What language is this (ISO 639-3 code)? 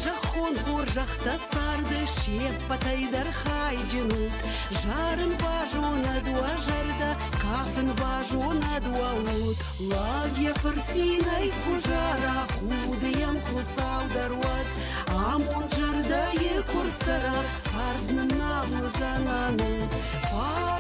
oss